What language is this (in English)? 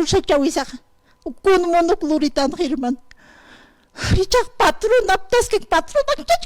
Aymara